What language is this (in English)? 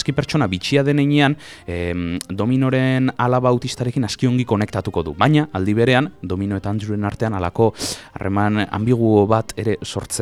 Basque